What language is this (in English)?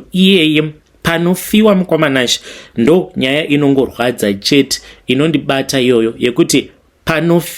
Shona